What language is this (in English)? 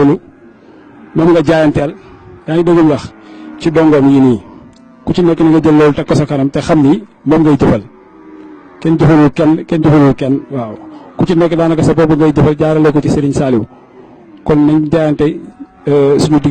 Wolof